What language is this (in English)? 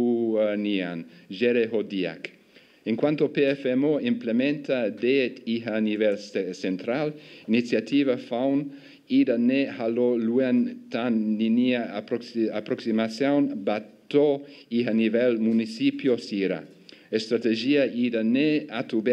Tetum